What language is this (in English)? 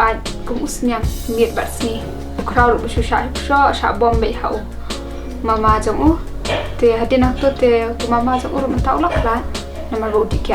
Khasi